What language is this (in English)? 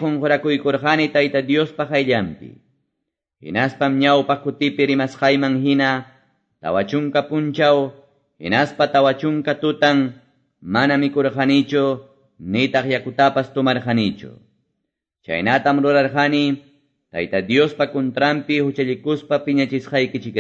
Quechua